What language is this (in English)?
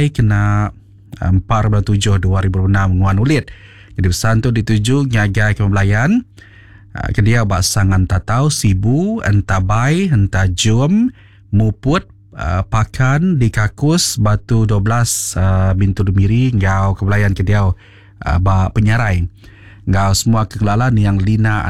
Iban